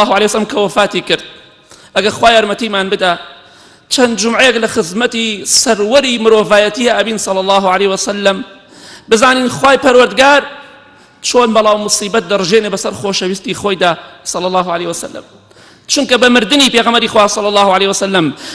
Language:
Central Kurdish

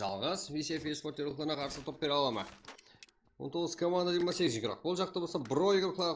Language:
Kara-Kalpak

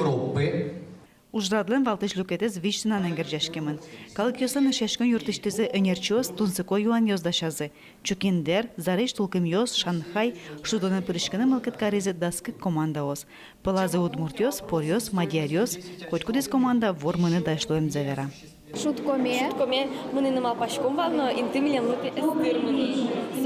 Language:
Udmurt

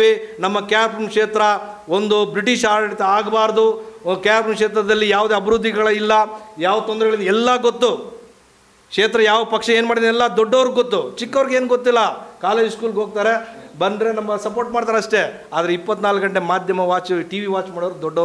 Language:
Kannada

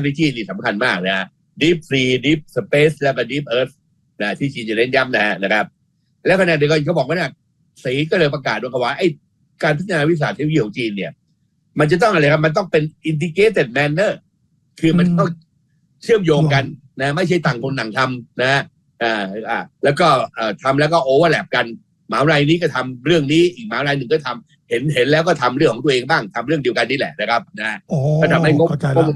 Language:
Thai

